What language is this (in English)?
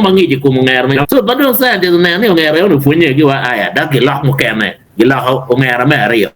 Acoli